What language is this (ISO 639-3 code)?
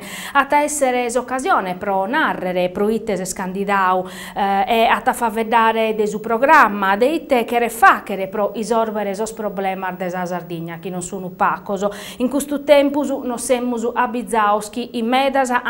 srd